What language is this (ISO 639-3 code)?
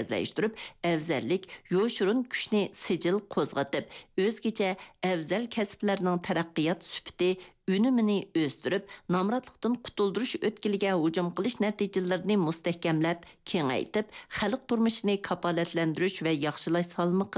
uig